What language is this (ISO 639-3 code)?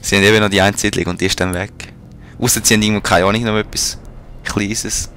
gsw